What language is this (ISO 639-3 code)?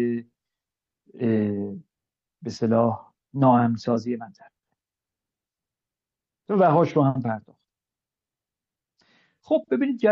fas